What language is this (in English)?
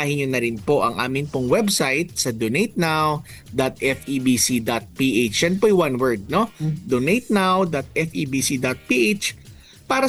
Filipino